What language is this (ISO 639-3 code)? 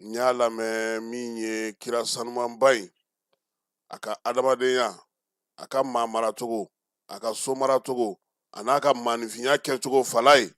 bam